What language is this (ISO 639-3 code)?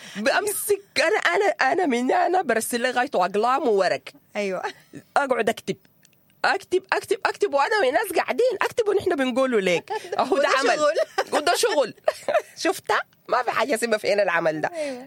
apd